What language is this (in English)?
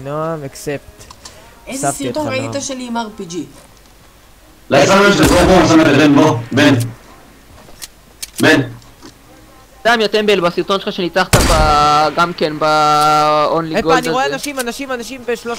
Hebrew